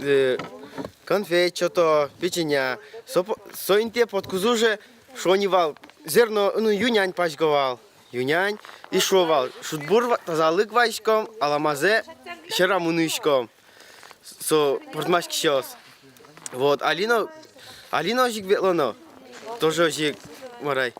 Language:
Udmurt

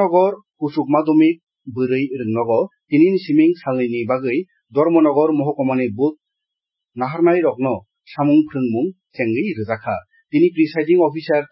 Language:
Kok Borok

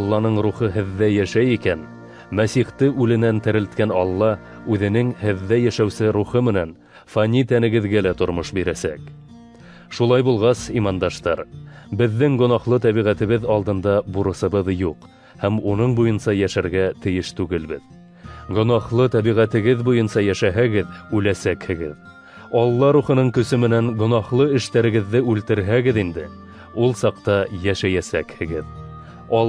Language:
Bashkir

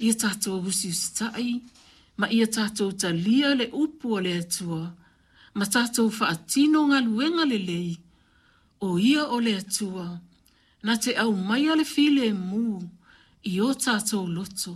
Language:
Samoan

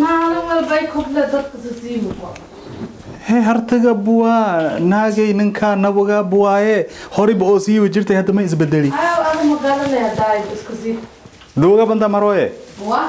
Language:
Somali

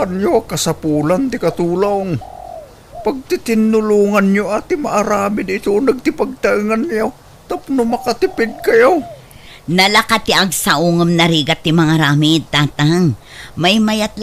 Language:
Iloko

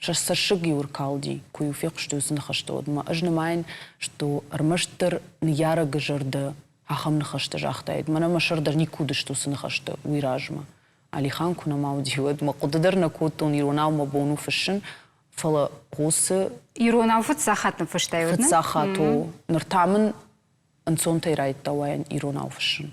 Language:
Ossetic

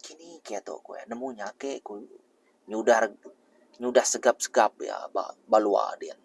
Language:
Iban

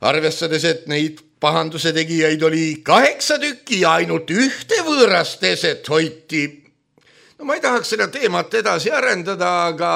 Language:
Estonian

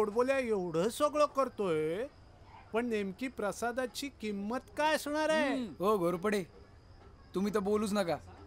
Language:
Marathi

